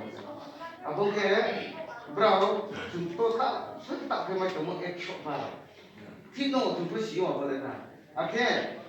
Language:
Riang (India)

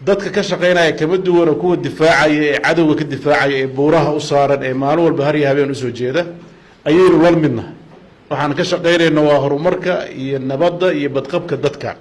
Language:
Somali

